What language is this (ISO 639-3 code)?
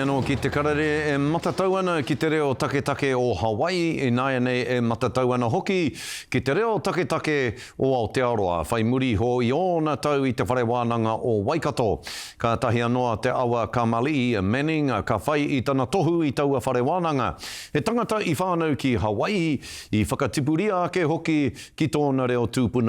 mri